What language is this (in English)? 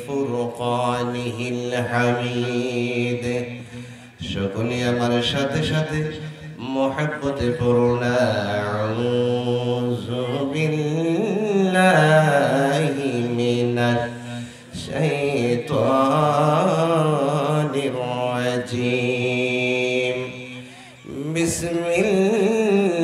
Bangla